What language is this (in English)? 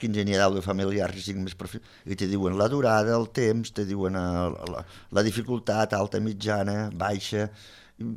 Catalan